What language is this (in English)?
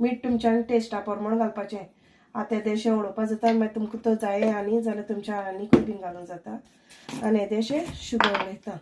Konkani